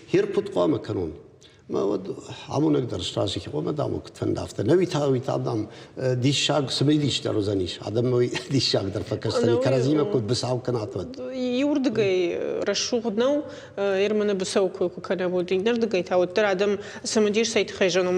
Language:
Ossetic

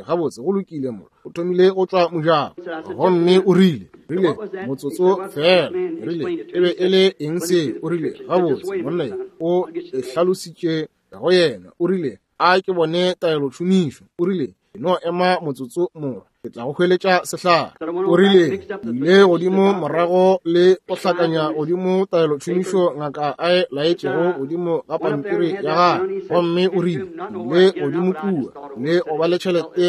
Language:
Northern Sotho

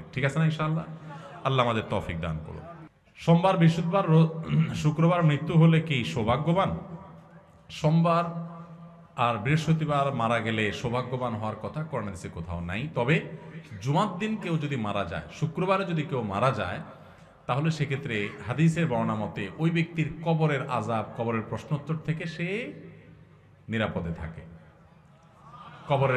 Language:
Bangla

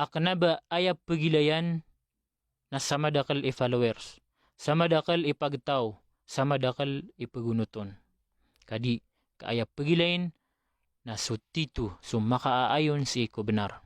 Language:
Maranao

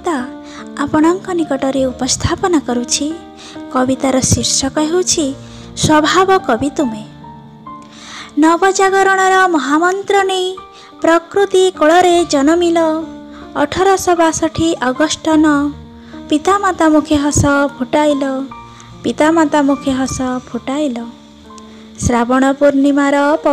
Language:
Odia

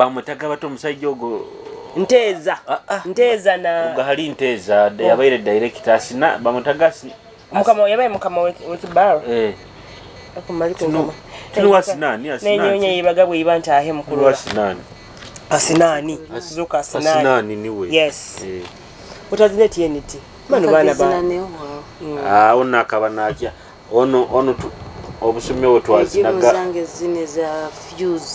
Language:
Nyoro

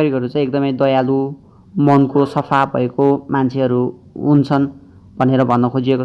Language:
Nepali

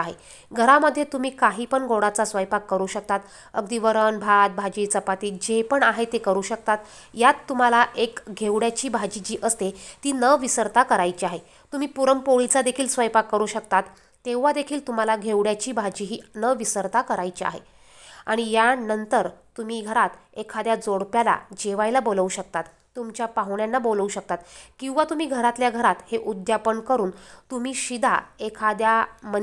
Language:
Marathi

